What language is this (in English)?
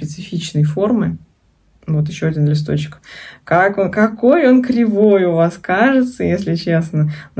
Russian